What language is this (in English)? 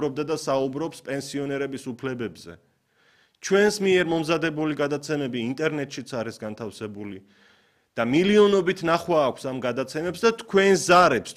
Georgian